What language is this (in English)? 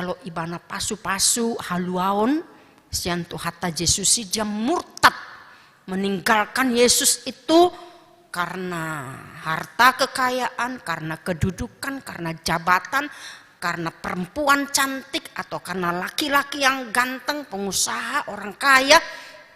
Batak Toba